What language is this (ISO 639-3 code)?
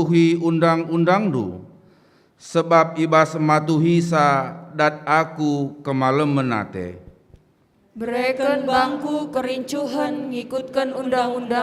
btx